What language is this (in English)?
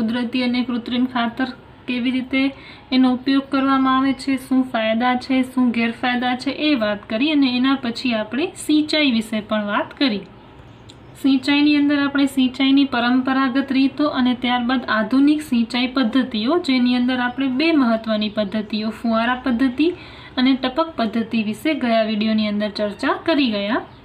Gujarati